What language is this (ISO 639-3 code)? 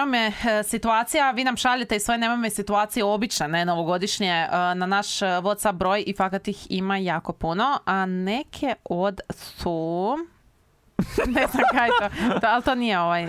hrv